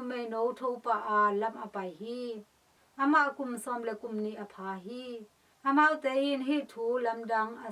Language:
Tedim Chin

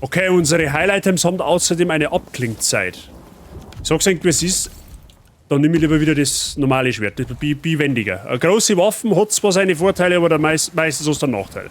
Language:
Bavarian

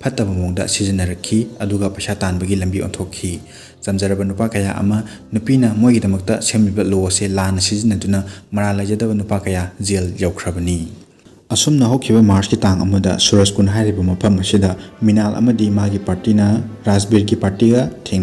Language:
Manipuri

